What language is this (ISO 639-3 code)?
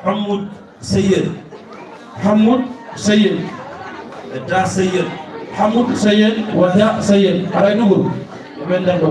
ful